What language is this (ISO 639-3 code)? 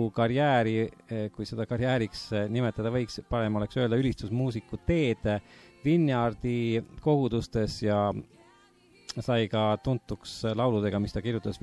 est